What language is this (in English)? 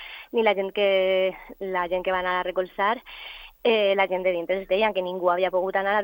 Catalan